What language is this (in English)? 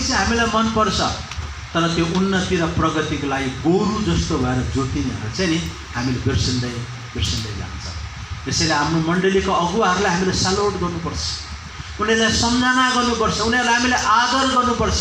Nepali